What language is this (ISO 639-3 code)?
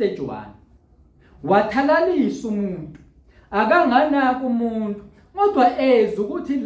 zul